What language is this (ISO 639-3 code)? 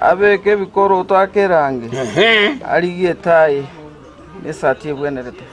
guz